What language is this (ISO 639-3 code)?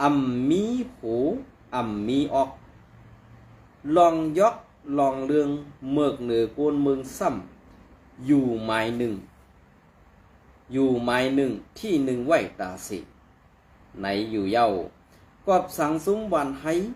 shn